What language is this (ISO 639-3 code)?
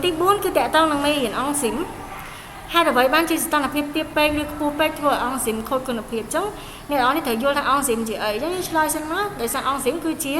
khm